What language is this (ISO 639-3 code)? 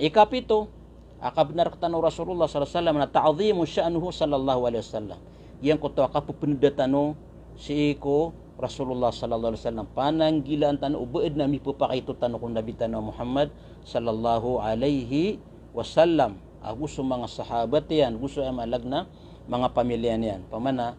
mrw